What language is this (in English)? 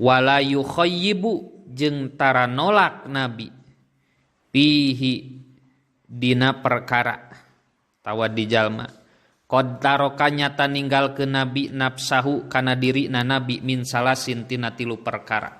Sundanese